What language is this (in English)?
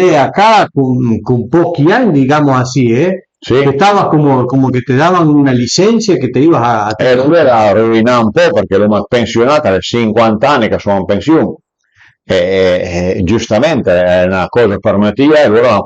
Piedmontese